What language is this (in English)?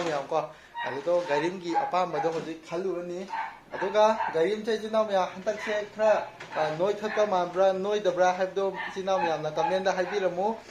Manipuri